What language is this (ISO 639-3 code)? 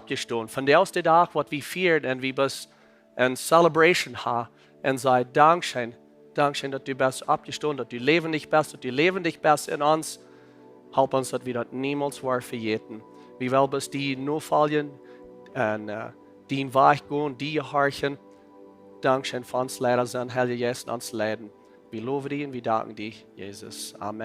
pdt